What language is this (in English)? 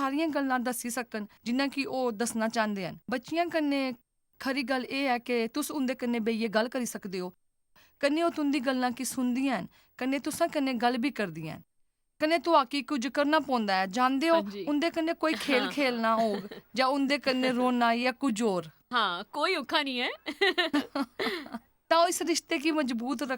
Dogri